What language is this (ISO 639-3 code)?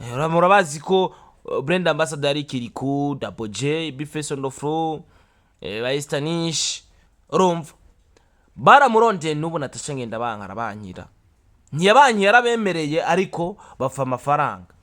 run